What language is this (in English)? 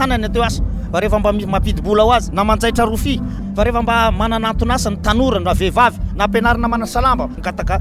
Malagasy